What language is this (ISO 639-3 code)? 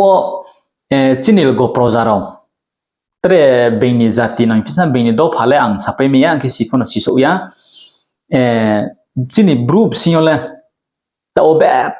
ria